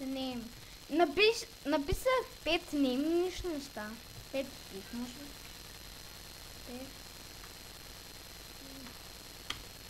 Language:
Bulgarian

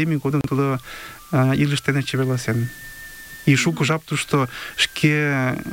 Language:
Mari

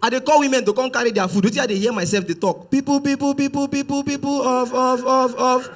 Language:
Nigerian Pidgin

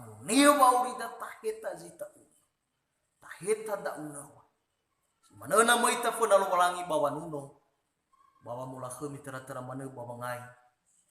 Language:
Nias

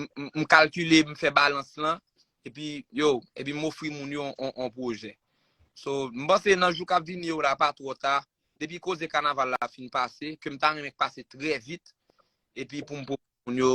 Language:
Haitian Creole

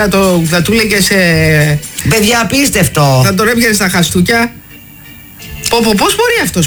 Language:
Greek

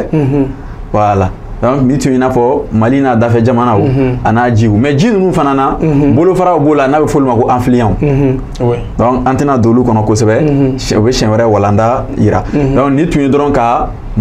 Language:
Bambara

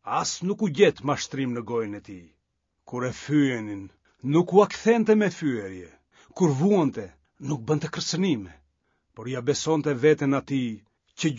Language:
Albanian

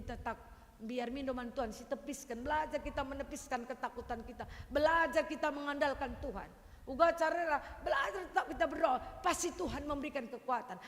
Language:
Batak Karo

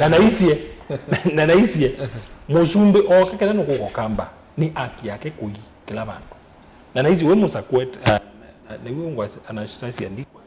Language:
Kamba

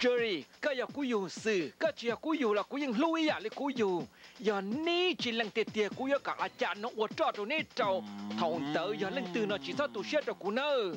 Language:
Hmong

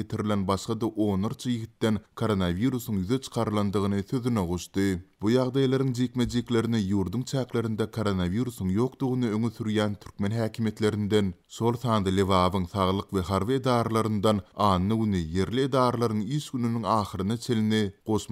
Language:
Turkmen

